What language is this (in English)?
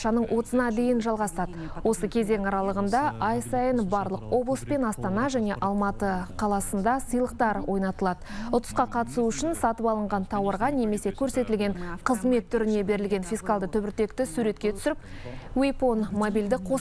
Kazakh